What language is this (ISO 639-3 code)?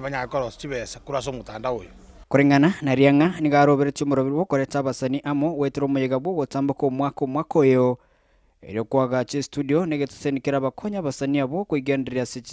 guz